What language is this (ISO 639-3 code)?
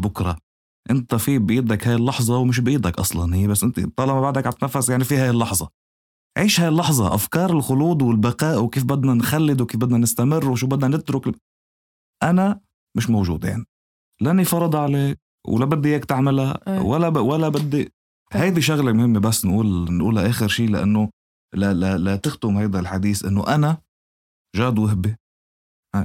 apc